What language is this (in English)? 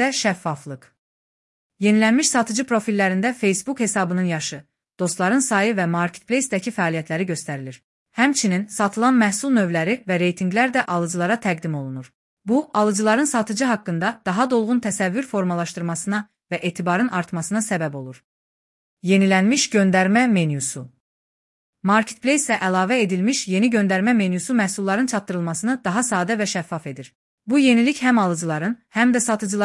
Azerbaijani